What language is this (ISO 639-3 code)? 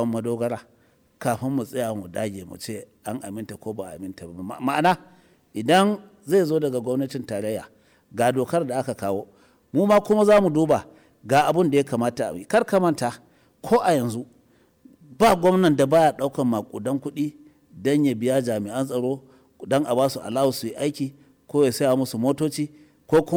hau